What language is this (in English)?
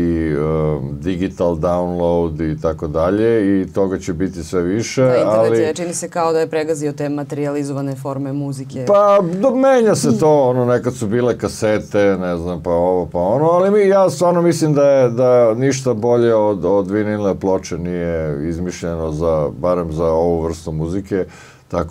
Serbian